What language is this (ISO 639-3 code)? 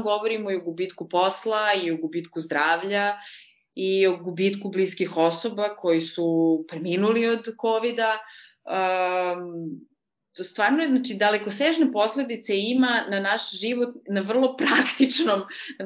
srp